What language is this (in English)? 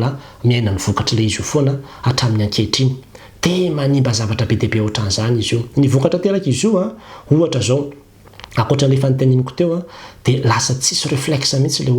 Malagasy